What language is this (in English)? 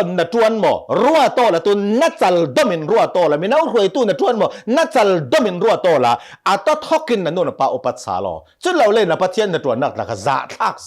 Hakha Chin